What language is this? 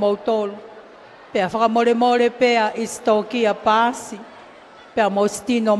Tongan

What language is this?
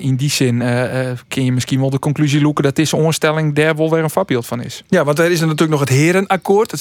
Western Frisian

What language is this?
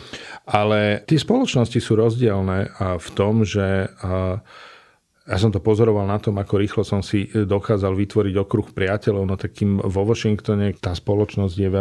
Slovak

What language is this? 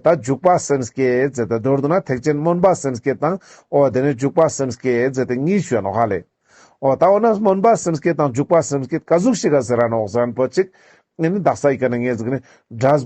Ladakhi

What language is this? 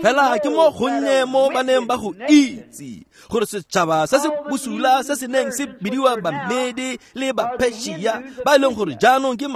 Tswana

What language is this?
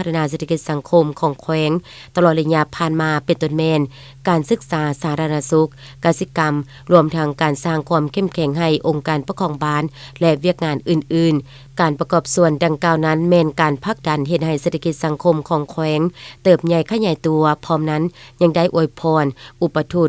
Lao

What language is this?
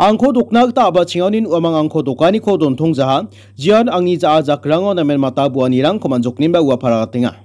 Garo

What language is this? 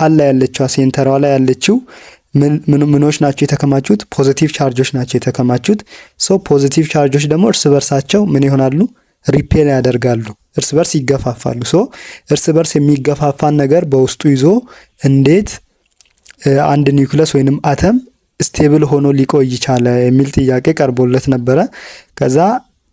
Amharic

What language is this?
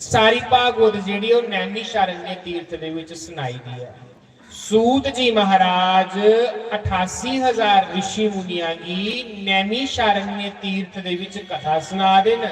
Dogri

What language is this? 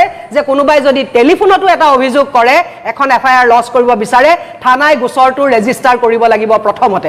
Assamese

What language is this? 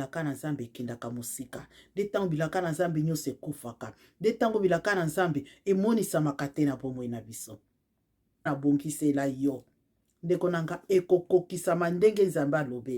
Lingala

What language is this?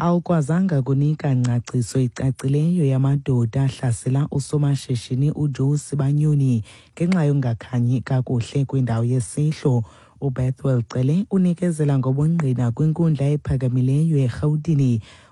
Xhosa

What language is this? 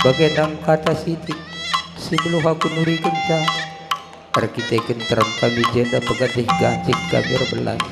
Batak Karo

